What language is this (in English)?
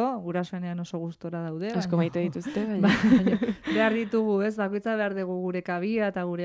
Basque